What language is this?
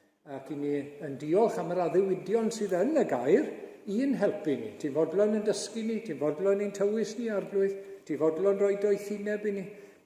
Welsh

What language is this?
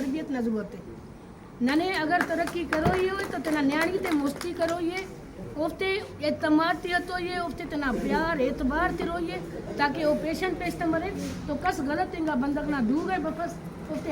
Brahui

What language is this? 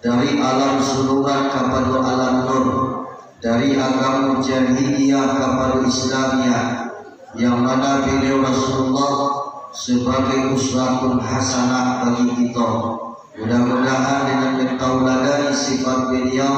Minangkabau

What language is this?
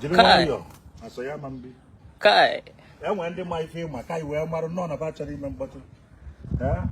Igbo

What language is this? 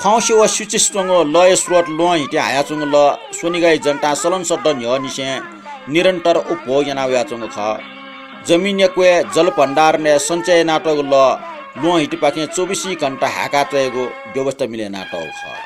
Newari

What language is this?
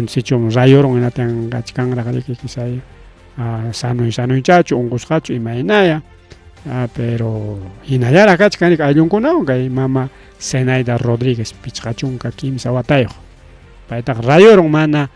Ayacucho Quechua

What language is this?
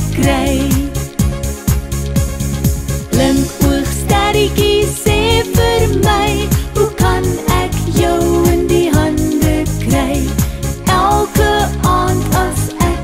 Afrikaans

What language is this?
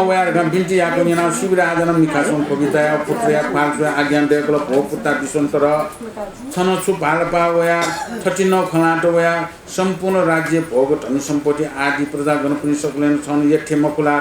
Newari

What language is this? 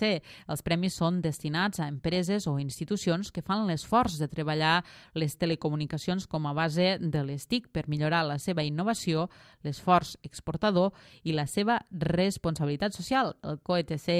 Catalan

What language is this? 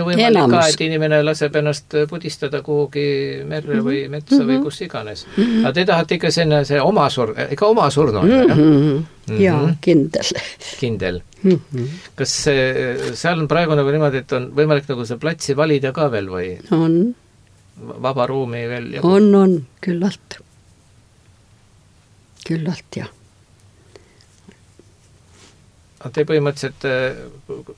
Estonian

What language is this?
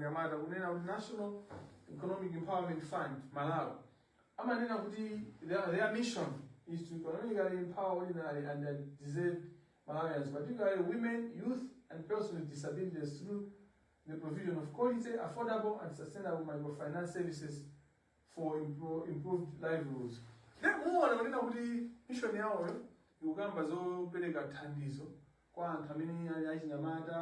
Nyanja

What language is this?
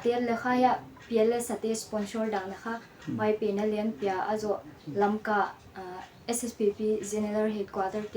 Paite Chin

